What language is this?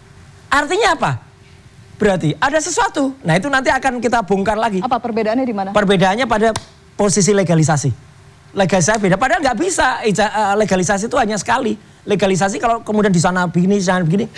Indonesian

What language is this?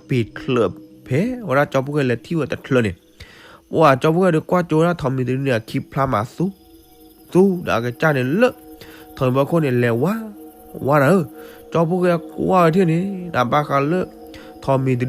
S'gaw Karen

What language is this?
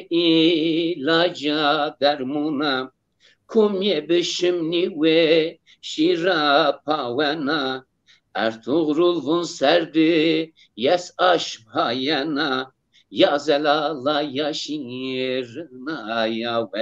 Zaza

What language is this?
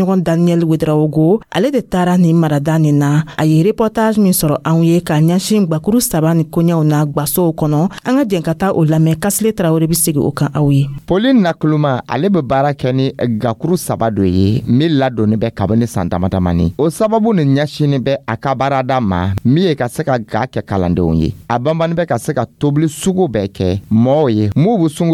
Dyula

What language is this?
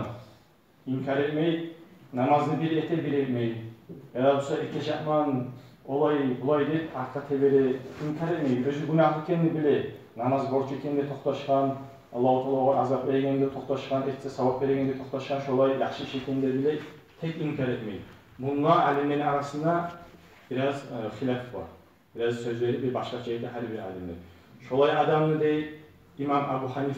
Kumyk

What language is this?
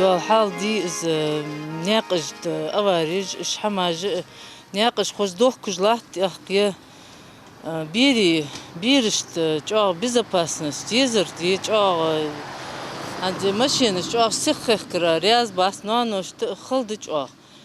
Ingush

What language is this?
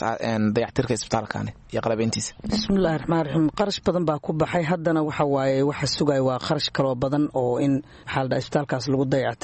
Somali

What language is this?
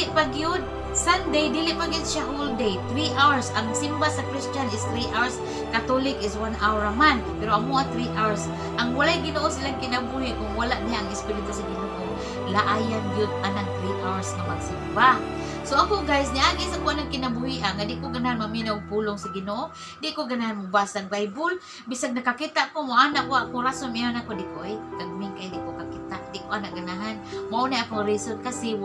Cebuano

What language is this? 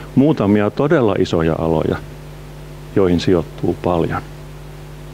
Finnish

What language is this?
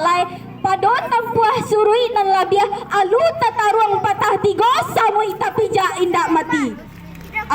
Minangkabau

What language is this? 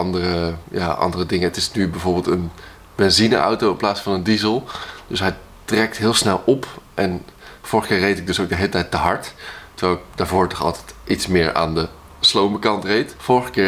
Dutch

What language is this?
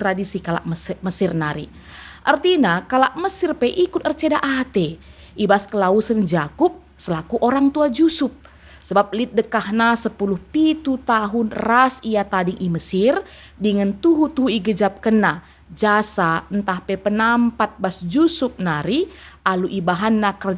Batak Karo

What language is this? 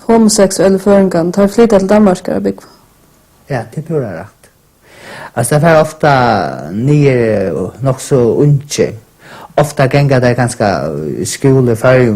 Faroese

